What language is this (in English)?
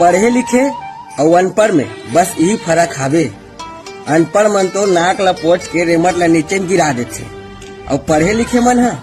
Chhattisgarhi